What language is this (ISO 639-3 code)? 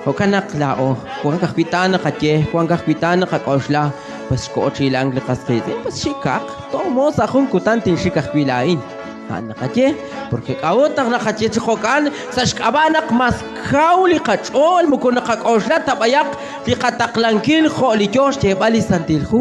kek